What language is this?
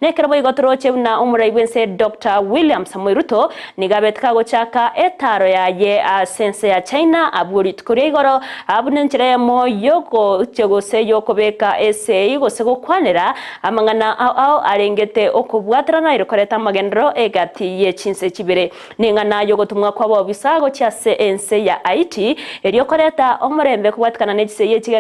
Gusii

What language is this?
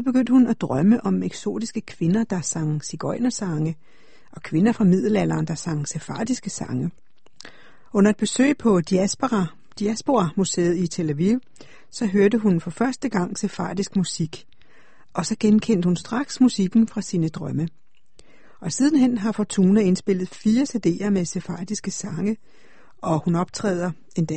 Danish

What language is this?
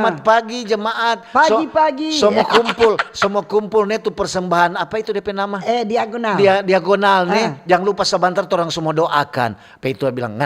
Manado Malay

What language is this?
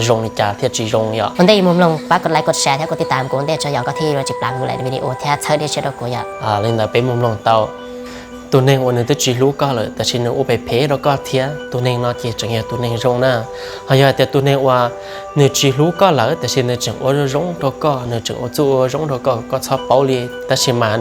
Hmong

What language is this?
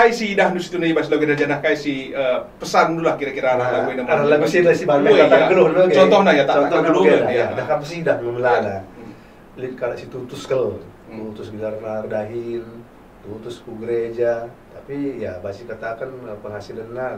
Batak Karo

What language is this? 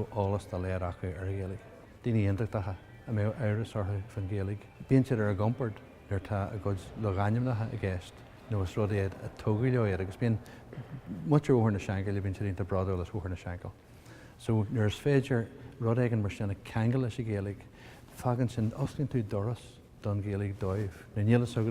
Irish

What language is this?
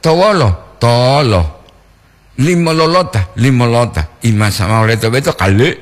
Gorontalo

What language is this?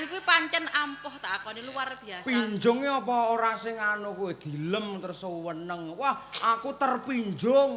Javanese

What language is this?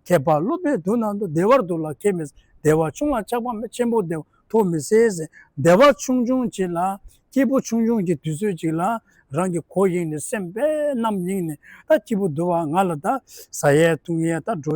Tibetan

